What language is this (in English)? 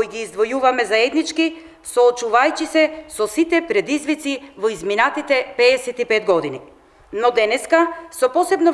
Macedonian